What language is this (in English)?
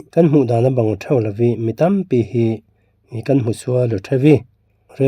Falam Chin